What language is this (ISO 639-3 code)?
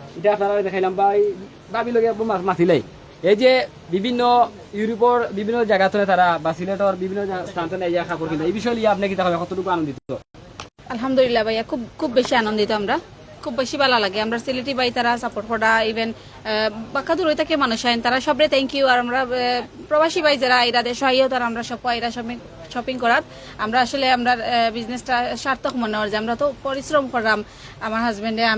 syl